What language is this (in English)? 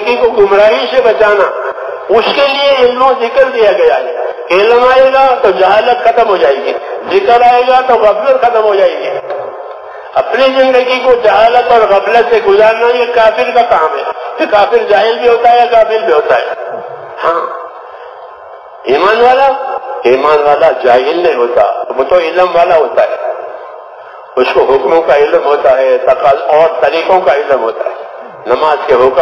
Urdu